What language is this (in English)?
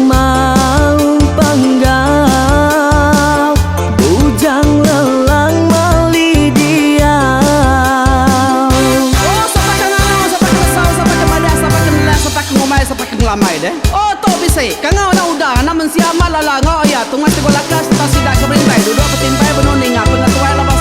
Iban